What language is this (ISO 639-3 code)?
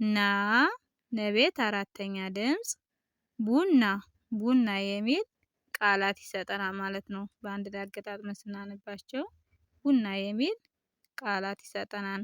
amh